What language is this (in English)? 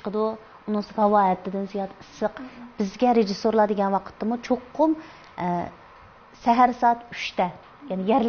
Uyghur